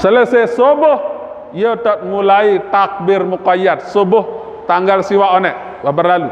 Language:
Sasak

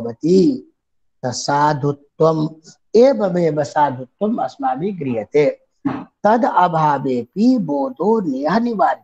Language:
Sanskrit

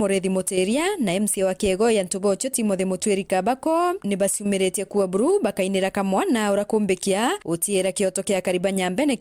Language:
Meru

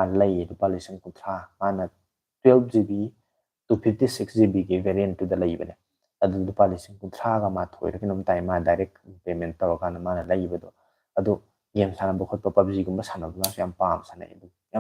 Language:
Manipuri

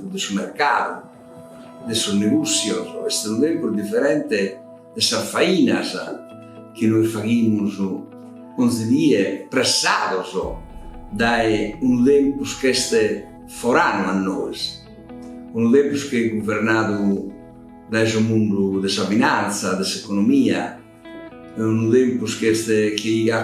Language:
Sardinian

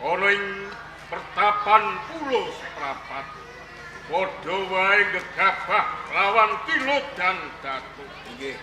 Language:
Javanese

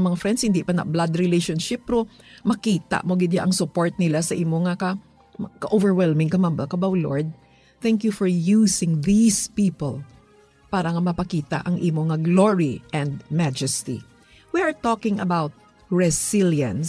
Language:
Hiligaynon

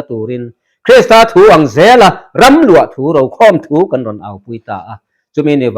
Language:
Mizo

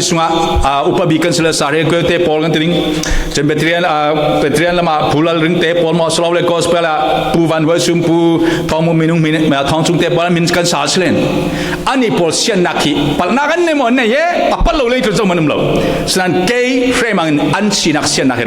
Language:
Falam Chin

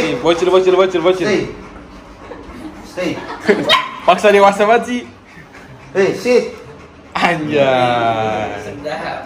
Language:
Indonesian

